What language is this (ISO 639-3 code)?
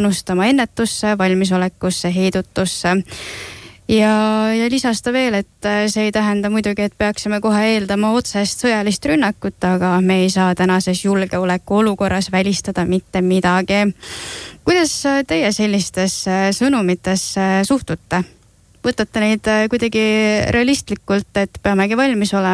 est